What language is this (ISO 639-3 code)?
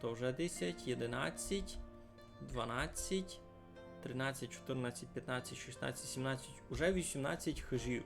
rue